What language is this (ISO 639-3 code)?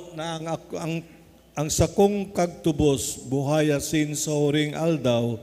bik